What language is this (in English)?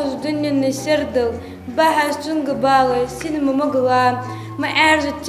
Ingush